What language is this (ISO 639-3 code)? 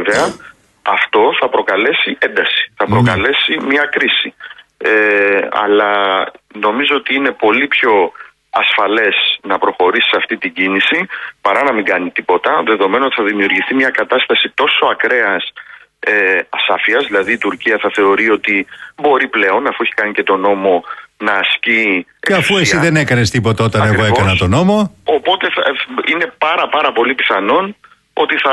ell